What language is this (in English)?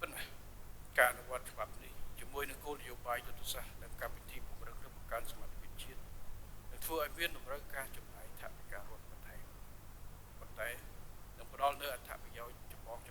Khmer